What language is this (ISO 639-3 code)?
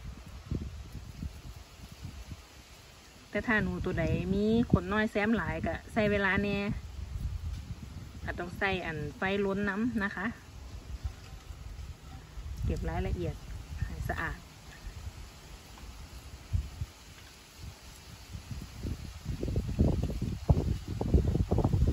tha